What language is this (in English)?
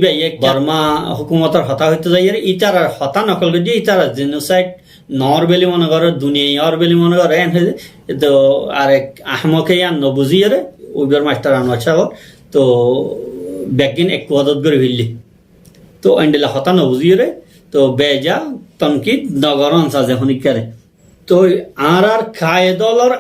Rohingya